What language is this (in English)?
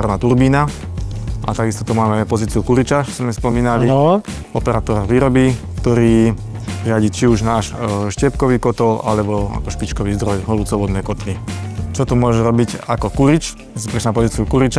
Slovak